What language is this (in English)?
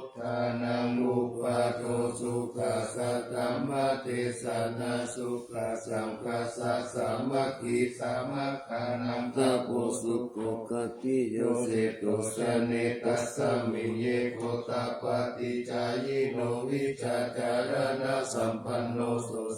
Pali